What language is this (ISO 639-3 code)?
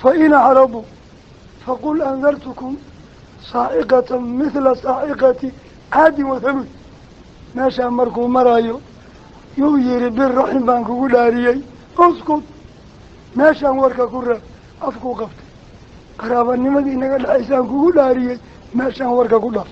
som